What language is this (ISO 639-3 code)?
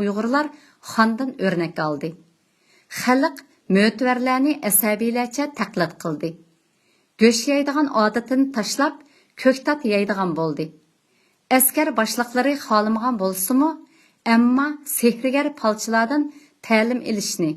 uig